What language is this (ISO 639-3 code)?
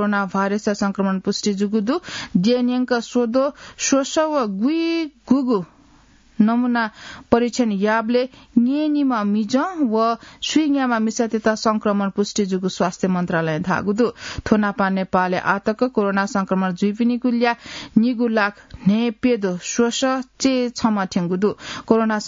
new